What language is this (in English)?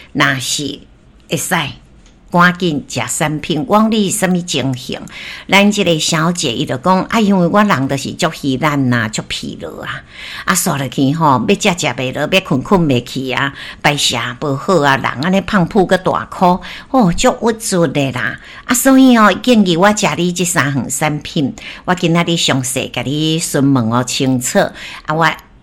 Min Nan Chinese